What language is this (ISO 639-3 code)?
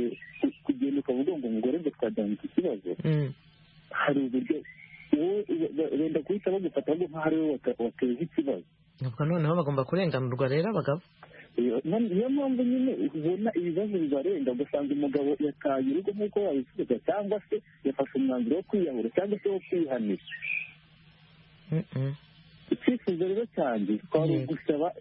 kin